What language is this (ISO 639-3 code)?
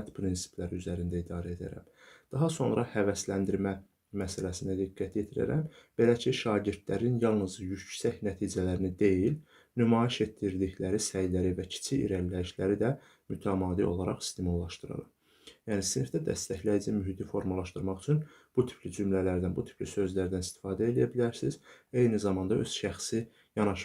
aze